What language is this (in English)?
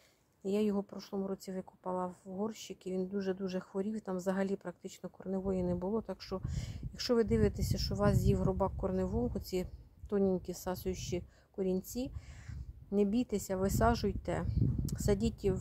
Ukrainian